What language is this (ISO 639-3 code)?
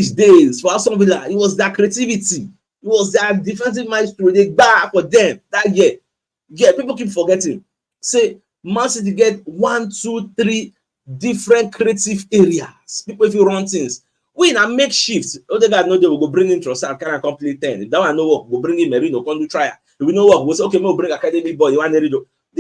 pcm